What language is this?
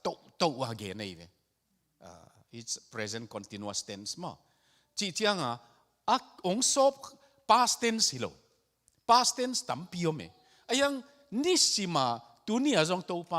Tedim Chin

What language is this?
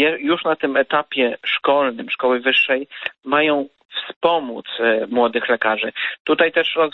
Polish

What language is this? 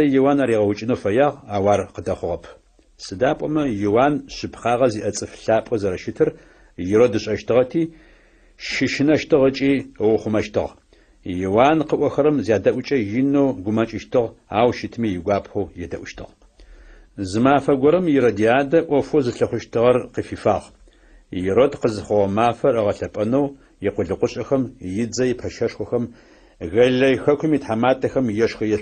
Adyghe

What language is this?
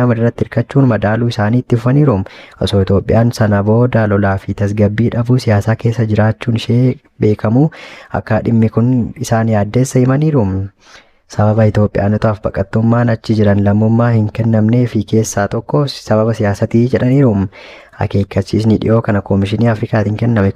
Oromo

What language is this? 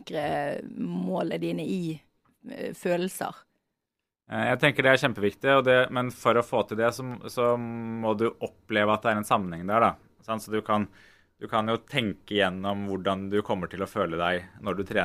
Norwegian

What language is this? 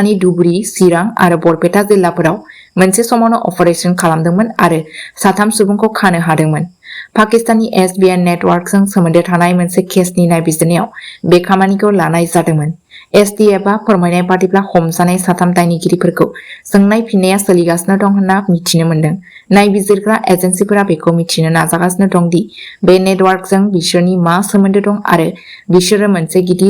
Bodo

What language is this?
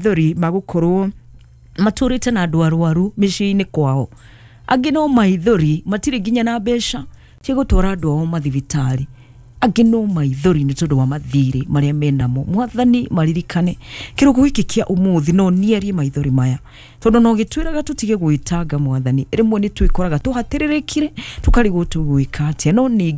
Kikuyu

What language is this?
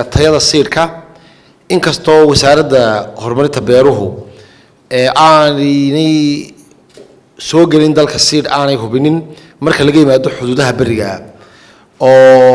Somali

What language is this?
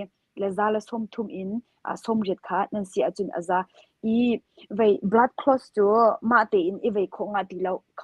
Hakha Chin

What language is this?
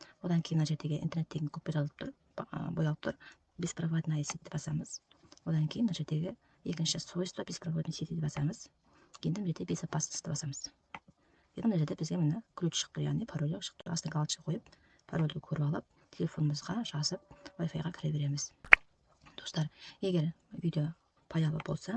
Kazakh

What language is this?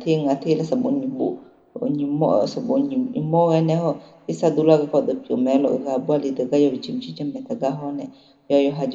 Akha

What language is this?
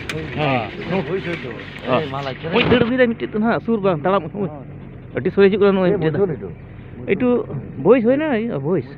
Santali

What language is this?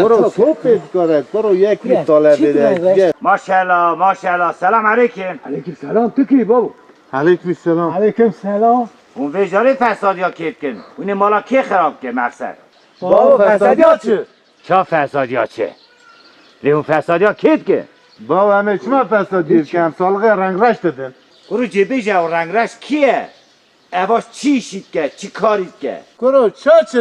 Kurdish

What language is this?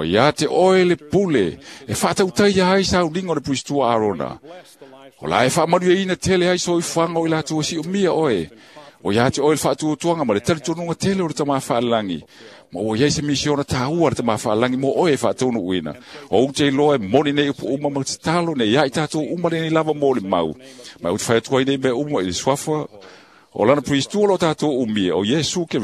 Samoan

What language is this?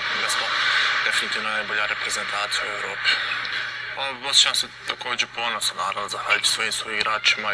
Bosnian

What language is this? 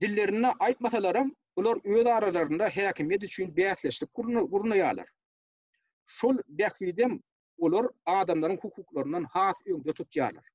Turkmen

